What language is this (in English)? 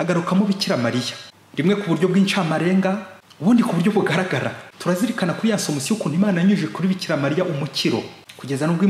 Kinyarwanda